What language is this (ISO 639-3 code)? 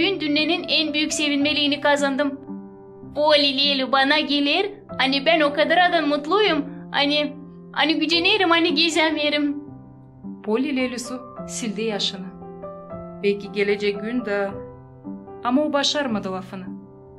gag